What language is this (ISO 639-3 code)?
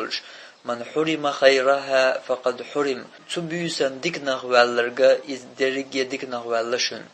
che